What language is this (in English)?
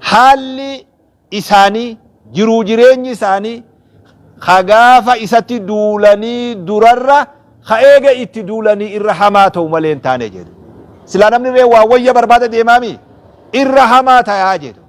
Oromo